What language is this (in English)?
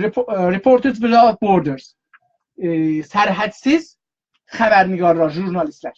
South Azerbaijani